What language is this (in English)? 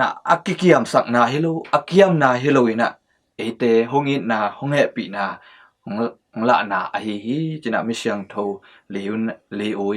Tedim Chin